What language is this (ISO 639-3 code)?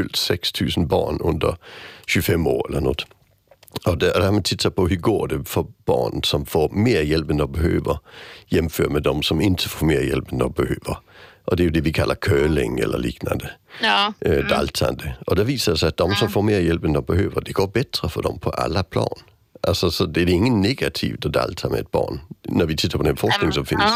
swe